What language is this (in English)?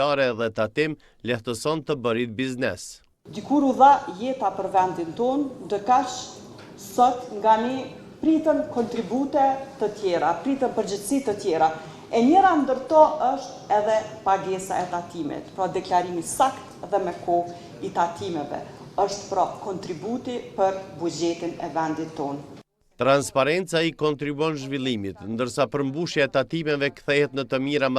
Albanian